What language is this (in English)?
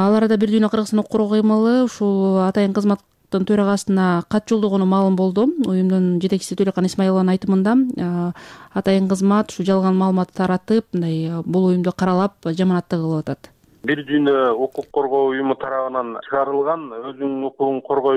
Kyrgyz